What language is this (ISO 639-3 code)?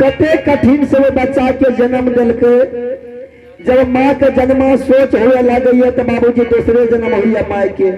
mai